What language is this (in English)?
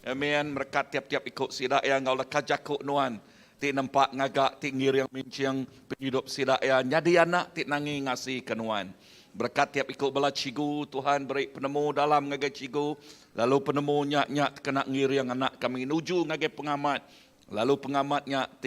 Iban